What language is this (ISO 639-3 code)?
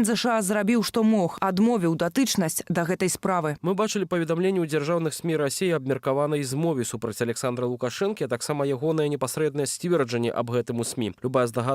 bel